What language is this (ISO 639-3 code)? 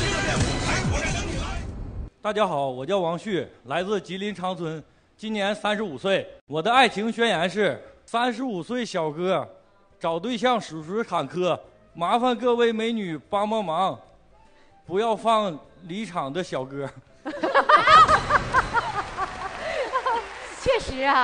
zho